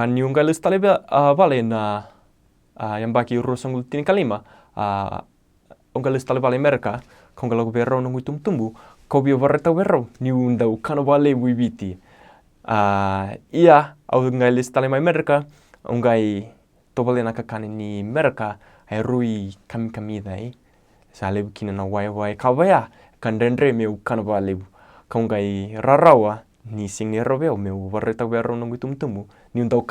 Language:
Fijian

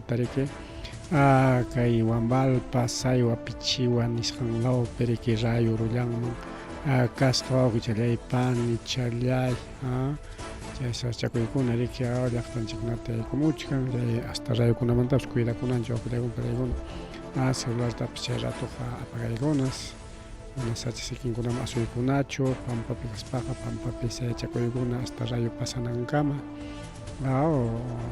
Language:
Ayacucho Quechua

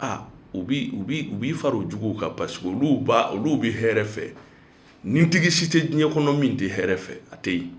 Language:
Bambara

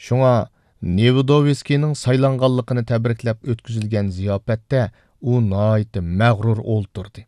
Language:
Uyghur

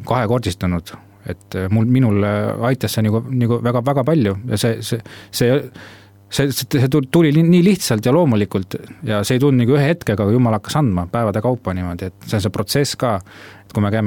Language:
Estonian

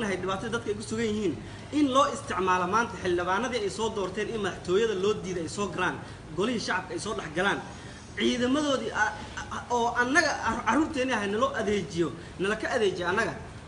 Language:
Somali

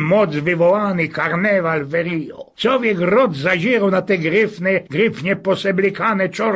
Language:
Silesian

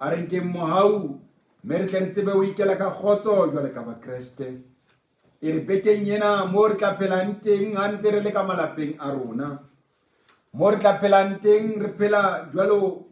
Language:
Southern Sotho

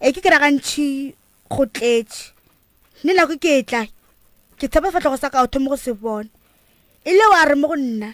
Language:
Northern Sotho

